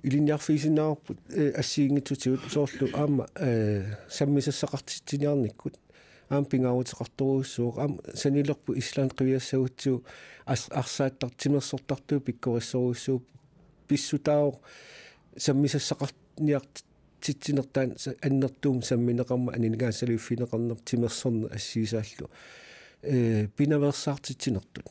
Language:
Kalaallisut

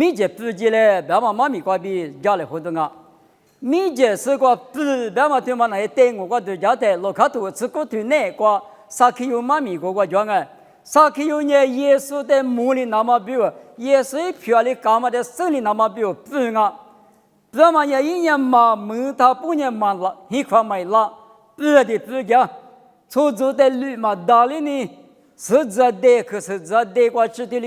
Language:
Lisu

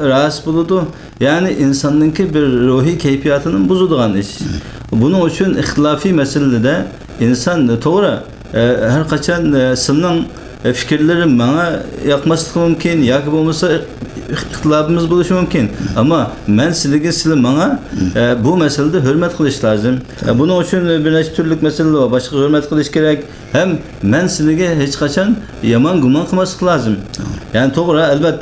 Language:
Uyghur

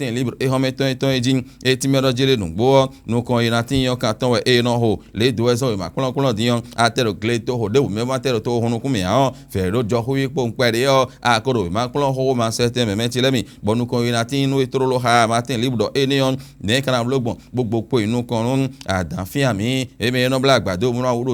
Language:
Fon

